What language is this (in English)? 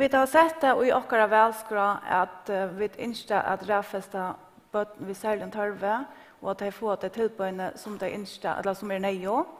Faroese